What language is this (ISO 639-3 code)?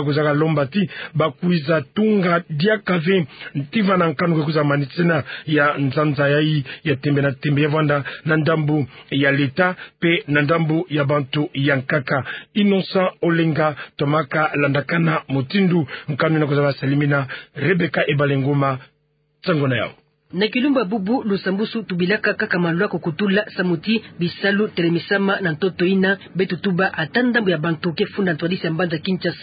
ktu